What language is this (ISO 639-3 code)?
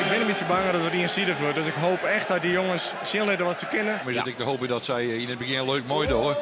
fry